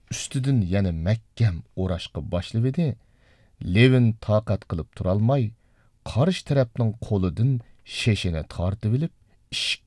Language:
Uyghur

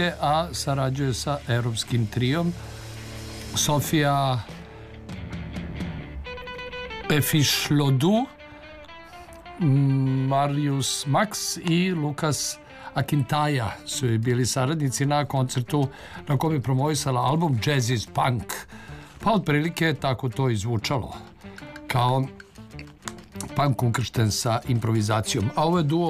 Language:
Serbian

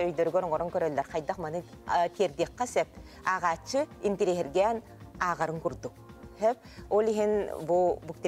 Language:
Yakut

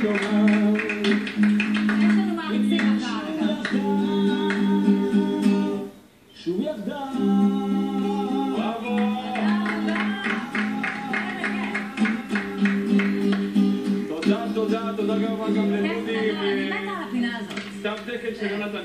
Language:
Hebrew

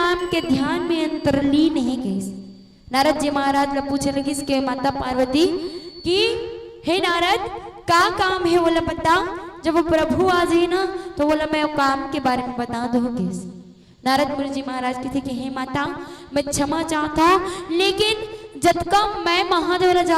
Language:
Chhattisgarhi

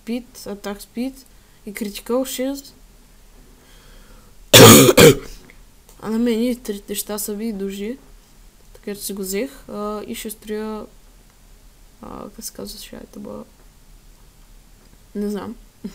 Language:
Bulgarian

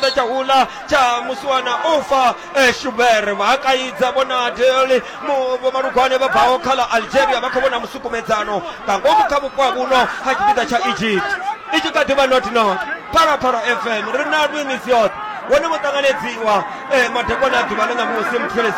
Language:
Venda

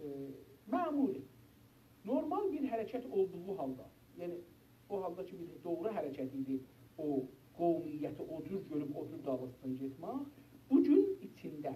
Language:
South Azerbaijani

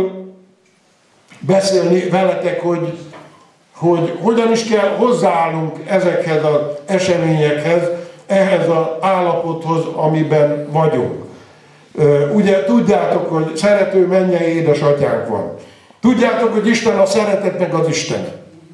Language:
Hungarian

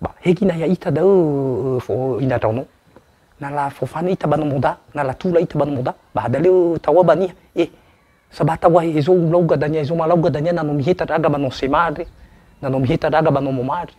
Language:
Nias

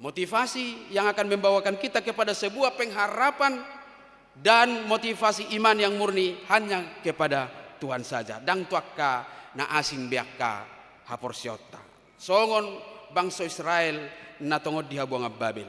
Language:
Batak Toba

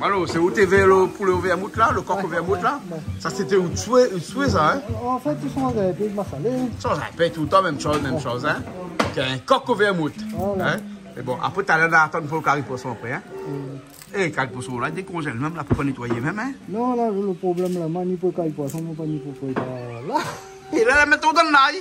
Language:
Réunion Creole French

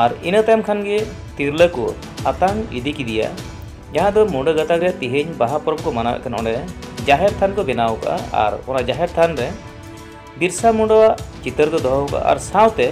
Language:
Santali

